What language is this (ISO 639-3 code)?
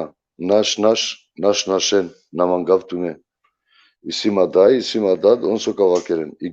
rmn